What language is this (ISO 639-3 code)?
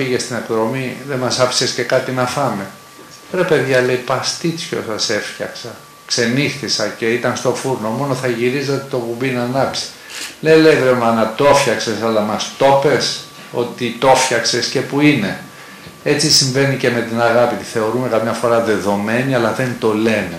ell